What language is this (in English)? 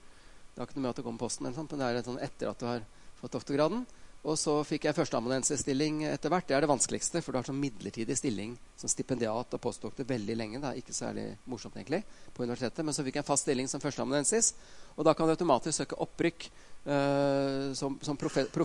Norwegian